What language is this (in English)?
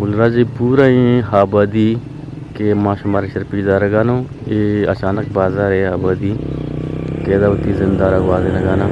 Eastern Balochi